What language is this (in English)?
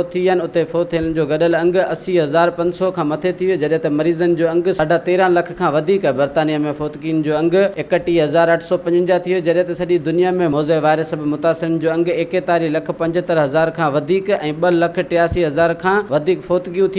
Sindhi